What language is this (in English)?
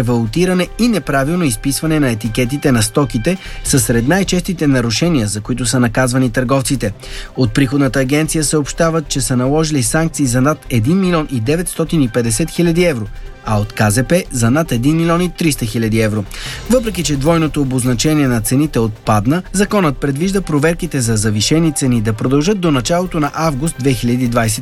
Bulgarian